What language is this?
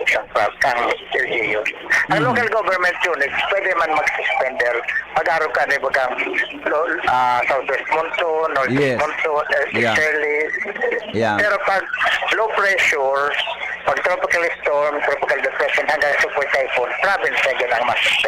Bikol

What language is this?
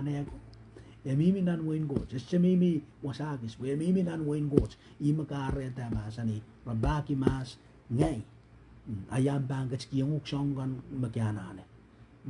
Pohnpeian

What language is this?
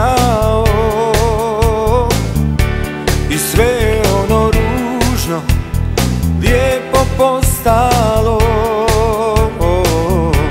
Croatian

